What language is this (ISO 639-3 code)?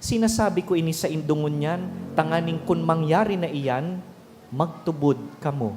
bik